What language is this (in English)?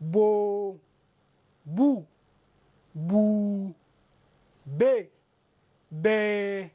Zarma